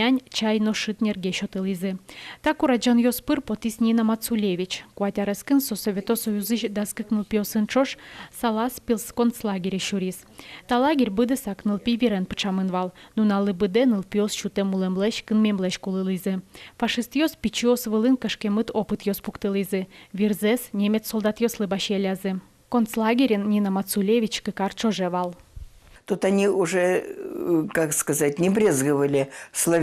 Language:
Udmurt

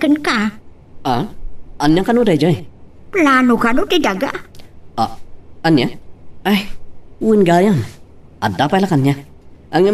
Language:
Iloko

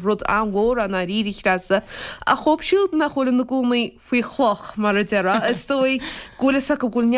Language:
Irish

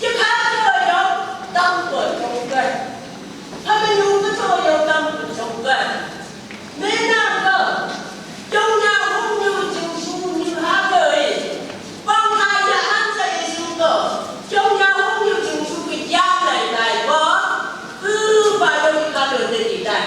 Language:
Phom Naga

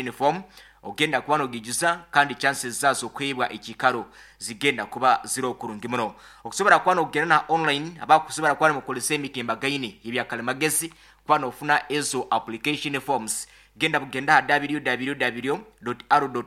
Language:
Nyoro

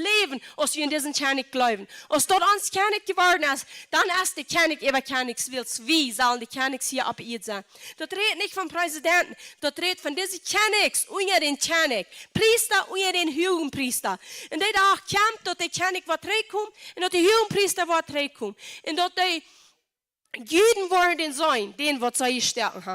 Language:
Plautdietsch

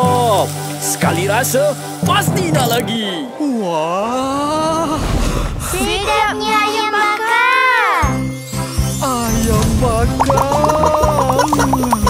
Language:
Malay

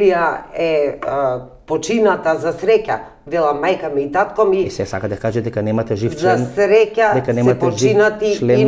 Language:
Macedonian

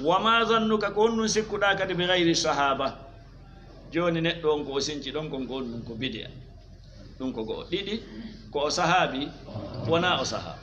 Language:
Fula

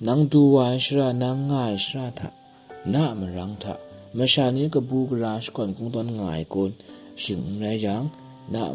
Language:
Kachin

